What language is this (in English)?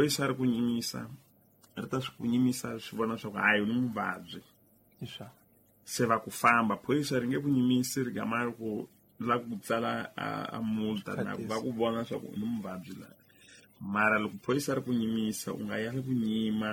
Tsonga